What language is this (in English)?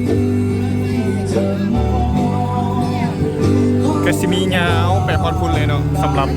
Lao